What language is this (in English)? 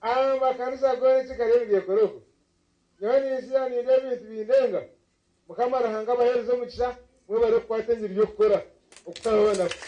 Nyankole